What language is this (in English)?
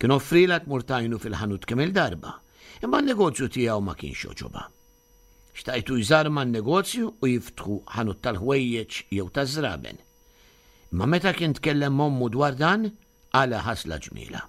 Maltese